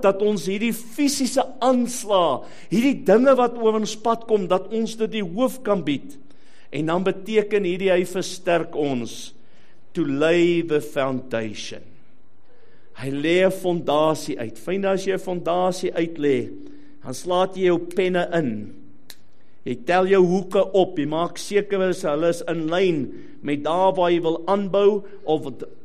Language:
Afrikaans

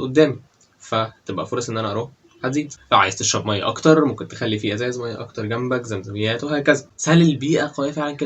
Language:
Egyptian Arabic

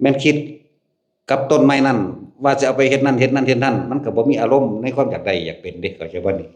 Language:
Lao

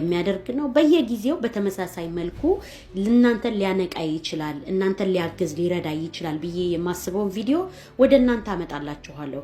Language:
Amharic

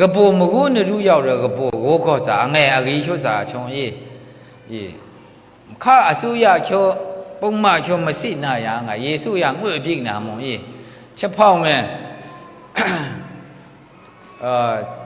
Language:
Maru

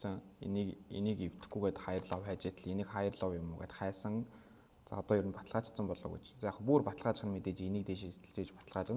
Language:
Mongolian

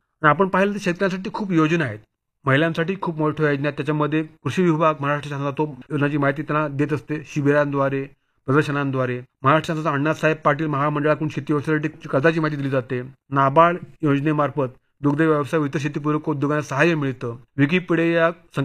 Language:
Marathi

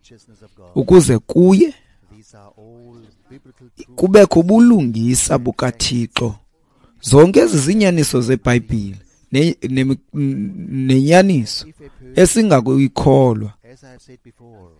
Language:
Xhosa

